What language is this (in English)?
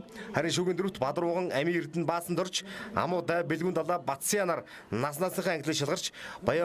Mongolian